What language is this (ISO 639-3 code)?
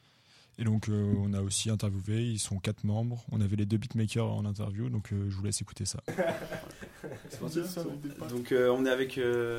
fra